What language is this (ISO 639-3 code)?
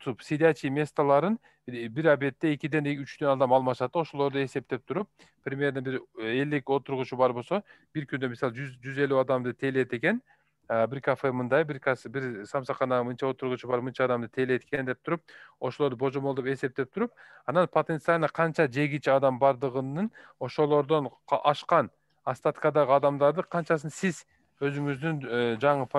kir